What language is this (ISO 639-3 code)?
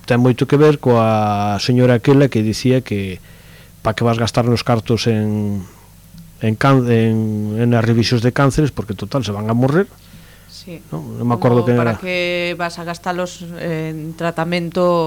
glg